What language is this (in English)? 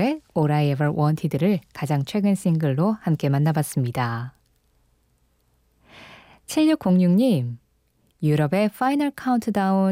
Korean